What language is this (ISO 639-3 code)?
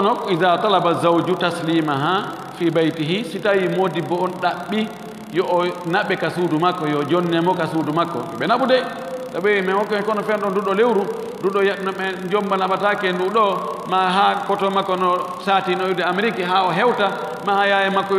ful